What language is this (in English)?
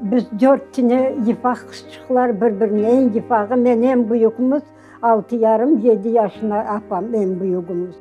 Crimean Tatar